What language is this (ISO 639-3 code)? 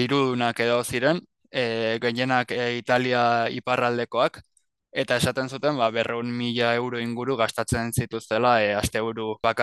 eus